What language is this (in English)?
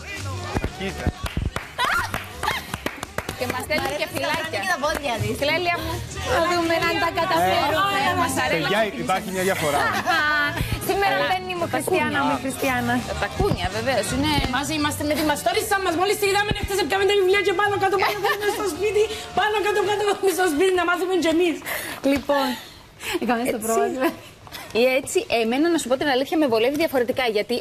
Greek